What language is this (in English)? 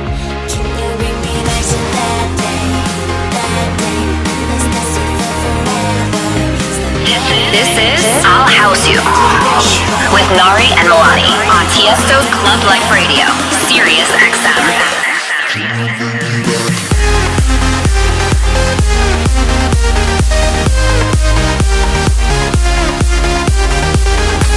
English